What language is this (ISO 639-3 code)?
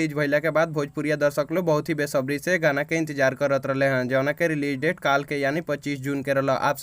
bho